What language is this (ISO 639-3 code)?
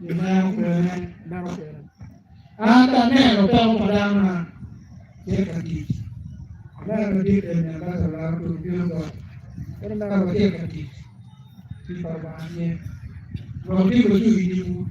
ach